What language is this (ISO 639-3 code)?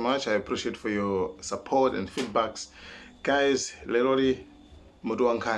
nya